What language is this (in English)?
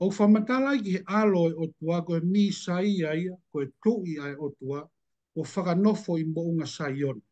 Tongan